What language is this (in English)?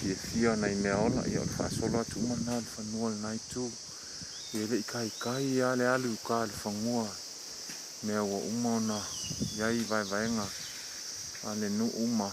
Samoan